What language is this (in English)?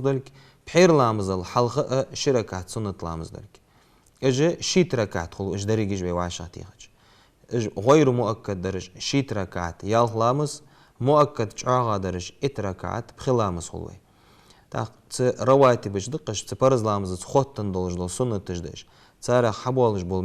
Ingush